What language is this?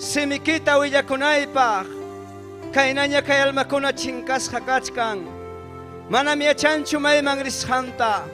Ayacucho Quechua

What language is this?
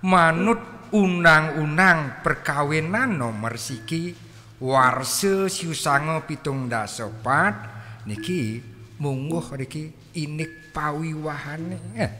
Balinese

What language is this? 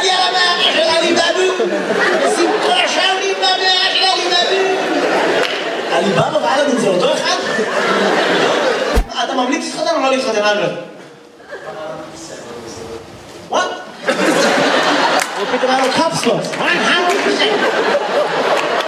Hebrew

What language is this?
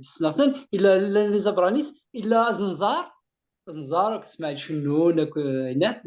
Kabyle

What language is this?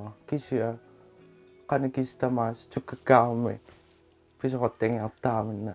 Kalaallisut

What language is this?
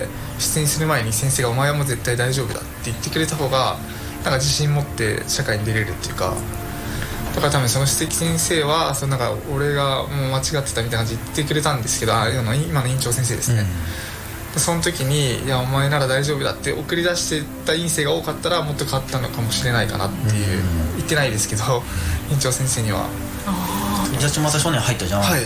Japanese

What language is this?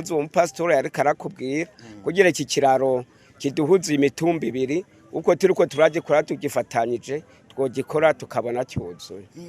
Rundi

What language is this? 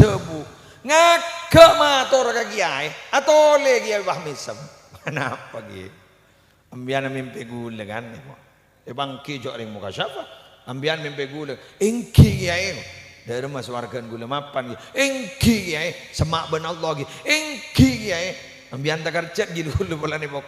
Madurese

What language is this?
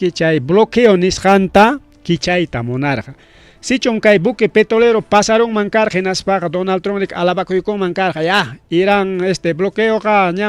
Ayacucho Quechua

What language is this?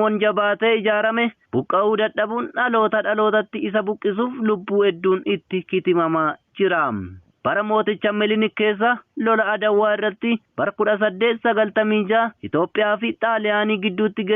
Oromo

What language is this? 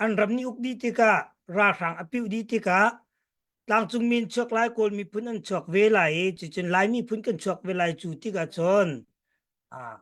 Hakha Chin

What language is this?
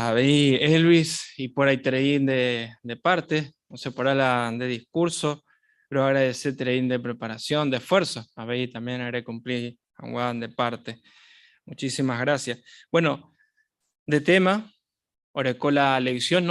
Guarani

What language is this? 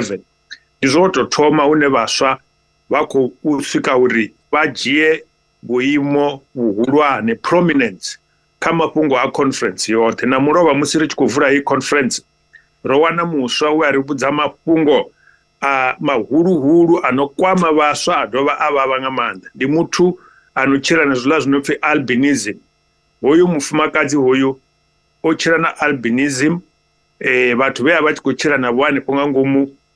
Venda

